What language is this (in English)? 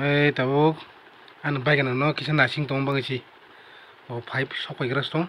Kok Borok